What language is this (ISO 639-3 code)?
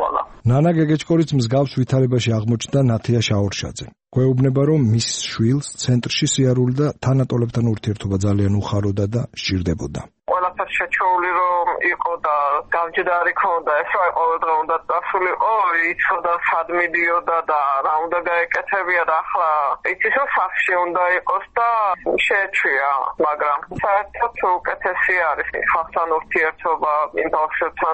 kat